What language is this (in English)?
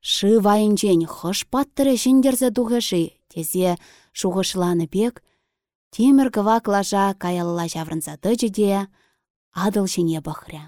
Chuvash